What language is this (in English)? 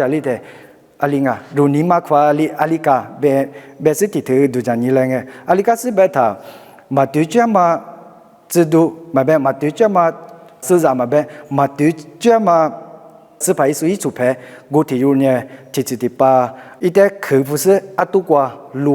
Lisu